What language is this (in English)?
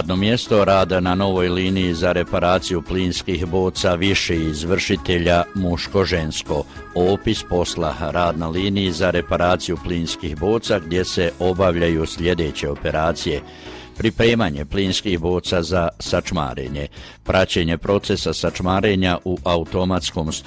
Croatian